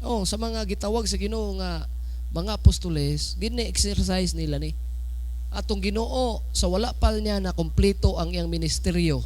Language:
Cebuano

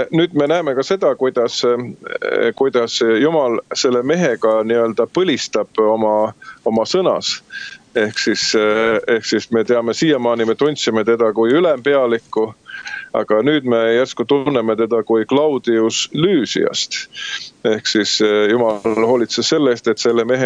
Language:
Estonian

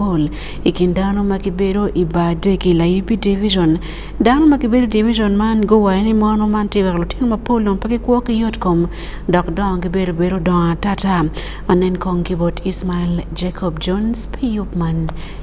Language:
Acoli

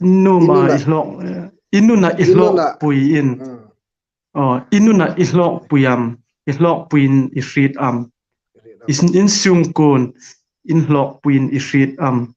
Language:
Hmar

